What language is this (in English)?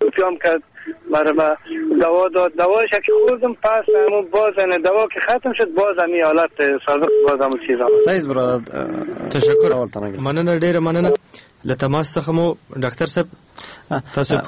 Persian